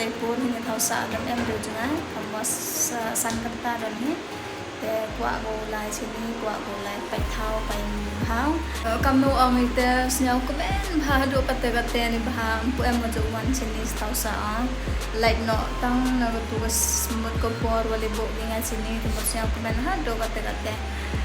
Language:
Khasi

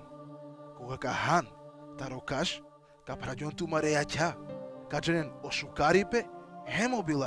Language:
Balkan Romani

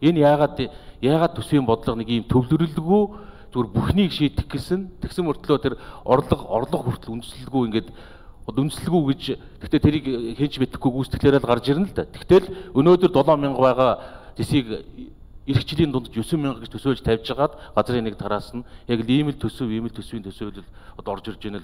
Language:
Mongolian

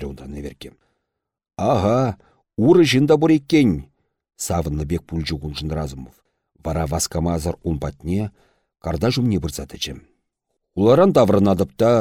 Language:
Chuvash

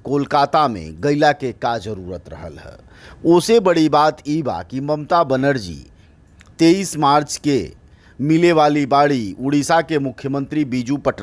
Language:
Bhojpuri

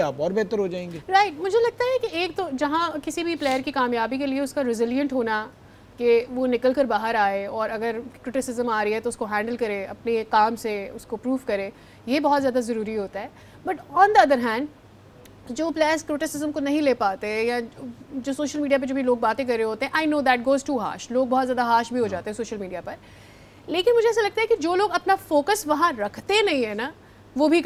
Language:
Urdu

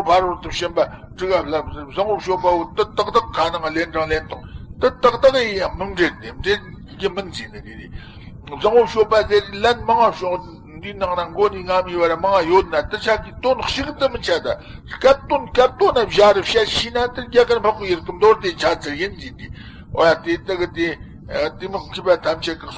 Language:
Tibetan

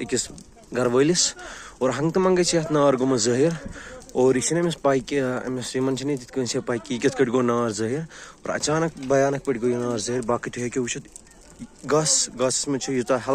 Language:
Kashmiri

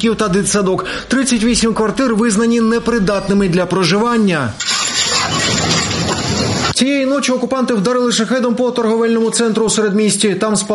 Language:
Ukrainian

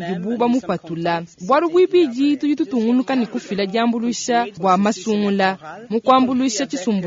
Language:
Luba-Lulua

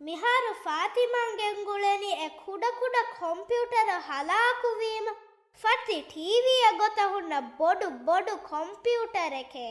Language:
Divehi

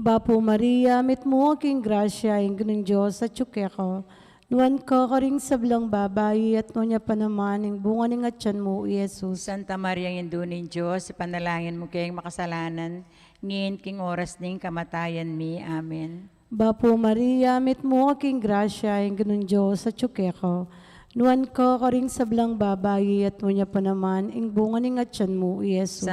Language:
Pampanga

